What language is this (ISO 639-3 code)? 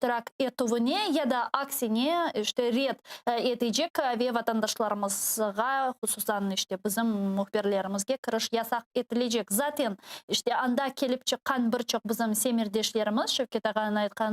crh